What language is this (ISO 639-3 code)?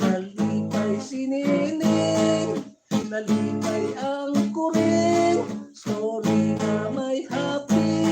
hil